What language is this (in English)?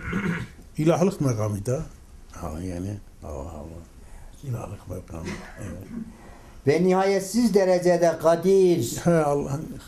Turkish